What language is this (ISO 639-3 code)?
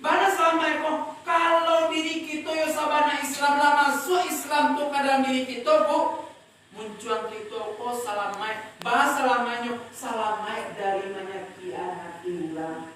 min